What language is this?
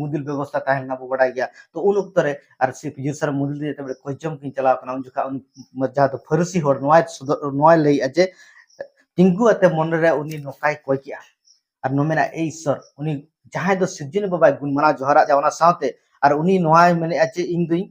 Santali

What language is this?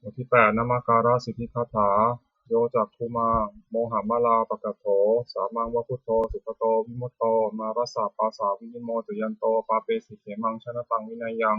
Pali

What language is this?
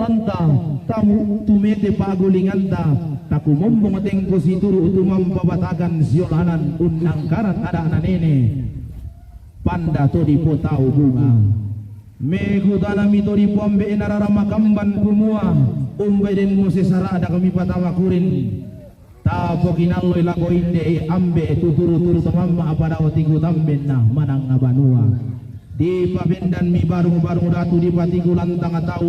Toraja-Sa'dan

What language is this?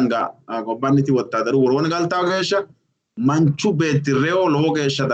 Sidamo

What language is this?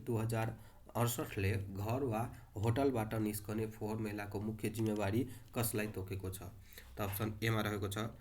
Nepali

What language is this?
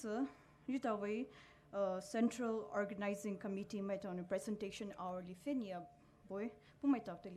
Poumei Naga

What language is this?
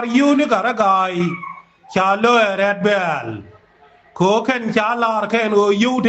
Nuer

